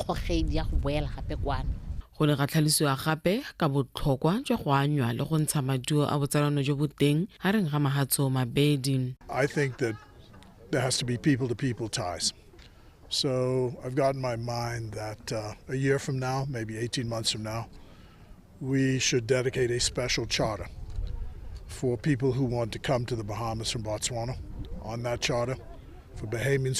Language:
Tswana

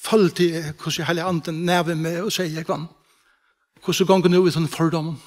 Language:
Faroese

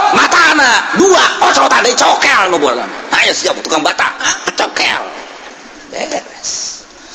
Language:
Sundanese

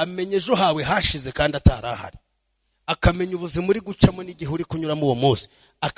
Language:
Kinyarwanda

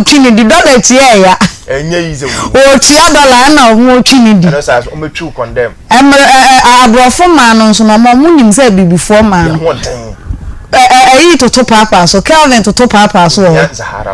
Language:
Akan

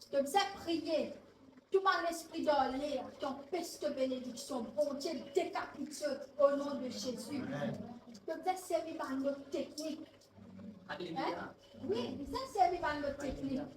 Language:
Morisyen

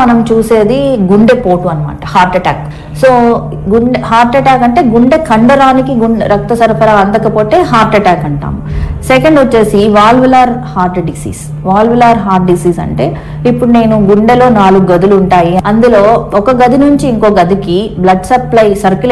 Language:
Telugu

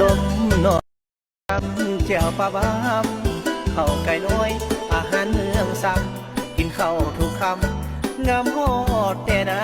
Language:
Northeastern Thai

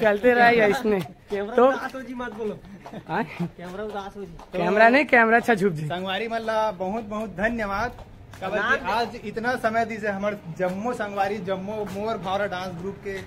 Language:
Chhattisgarhi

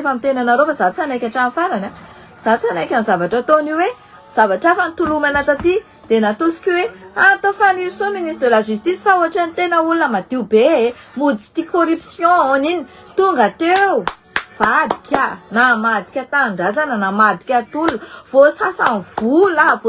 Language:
Malagasy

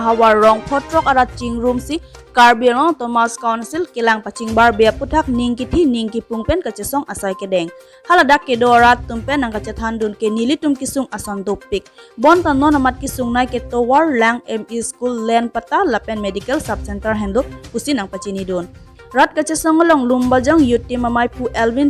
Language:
Karbi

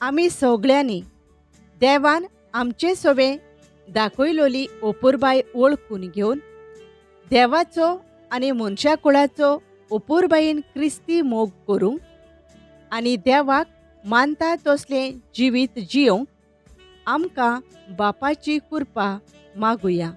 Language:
Konkani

